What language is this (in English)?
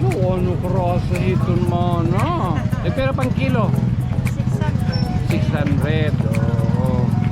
Waray